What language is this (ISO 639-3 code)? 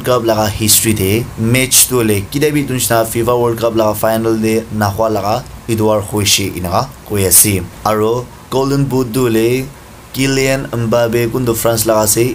nag